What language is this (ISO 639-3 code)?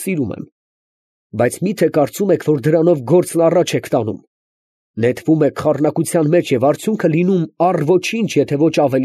hye